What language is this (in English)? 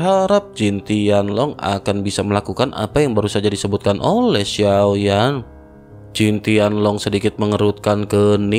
Indonesian